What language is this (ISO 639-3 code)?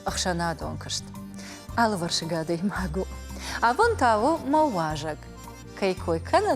oss